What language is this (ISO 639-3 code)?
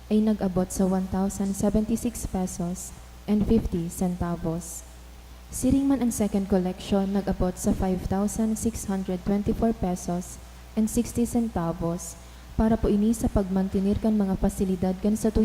bik